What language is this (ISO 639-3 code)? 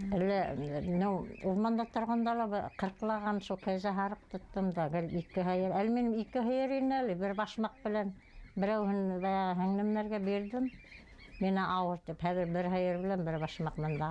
bak